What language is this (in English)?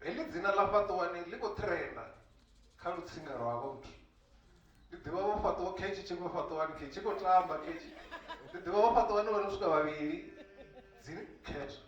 Venda